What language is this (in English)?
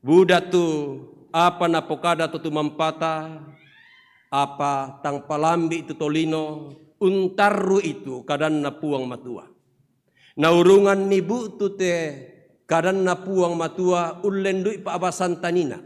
Toraja-Sa'dan